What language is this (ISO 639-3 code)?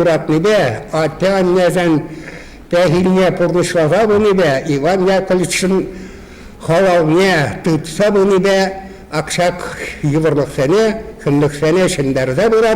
chv